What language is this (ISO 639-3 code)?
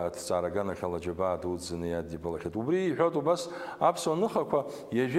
abk